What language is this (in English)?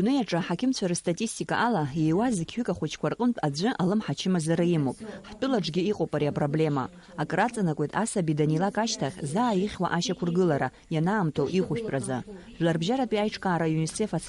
Abkhazian